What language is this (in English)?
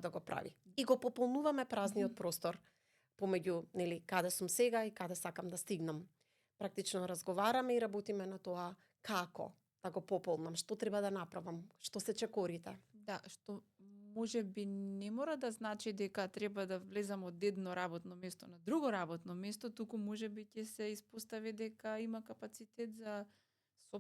Macedonian